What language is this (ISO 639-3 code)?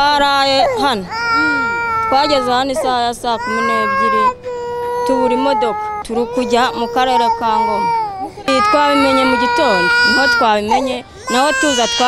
kin